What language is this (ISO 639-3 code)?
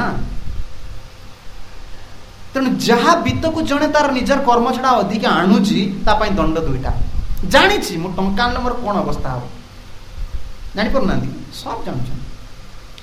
ori